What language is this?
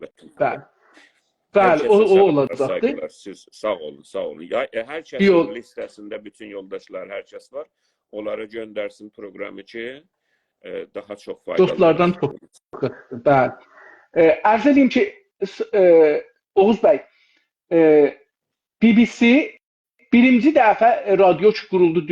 South Azerbaijani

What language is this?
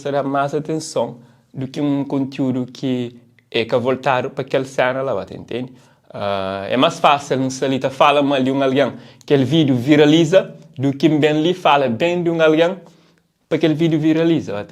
Kabuverdianu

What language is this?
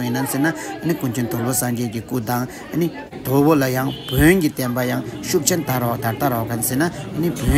Tibetan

